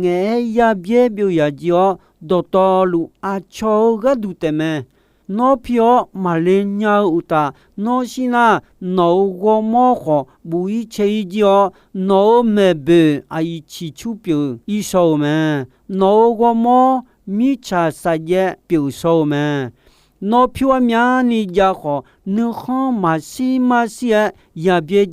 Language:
Akha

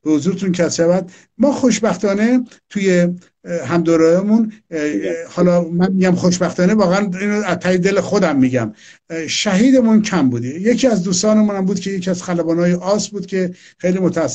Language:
Persian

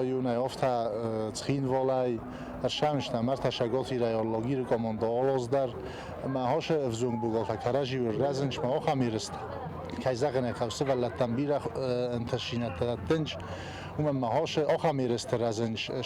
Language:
Ossetic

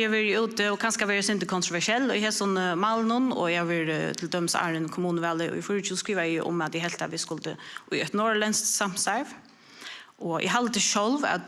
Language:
Faroese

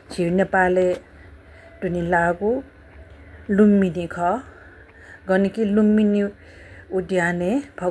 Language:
Newari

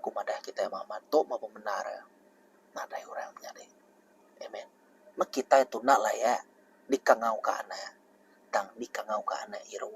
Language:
Iban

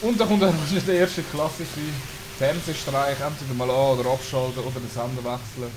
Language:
Swiss German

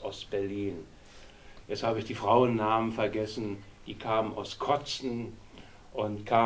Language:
German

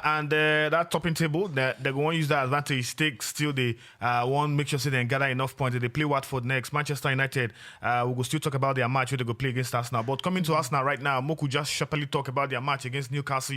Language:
Nigerian Pidgin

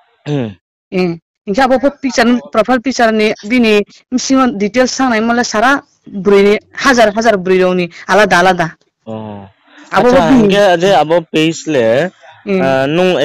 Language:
Riang (India)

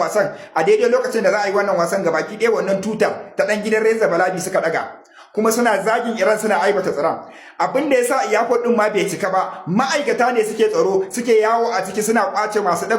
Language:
Hausa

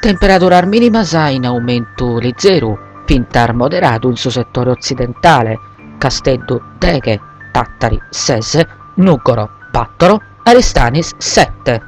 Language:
Sardinian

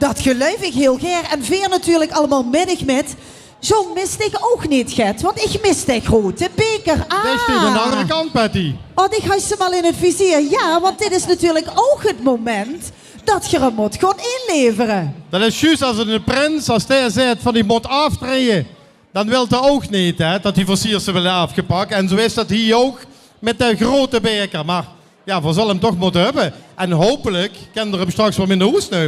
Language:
Limburgish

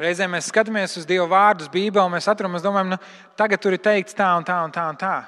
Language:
Latvian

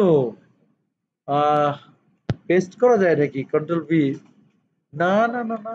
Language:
Bangla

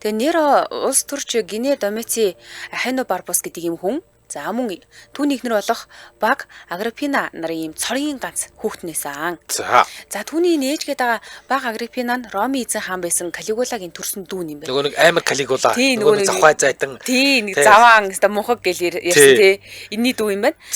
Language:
Mongolian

